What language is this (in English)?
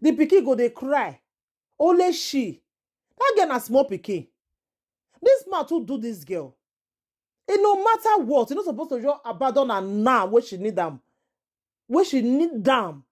Nigerian Pidgin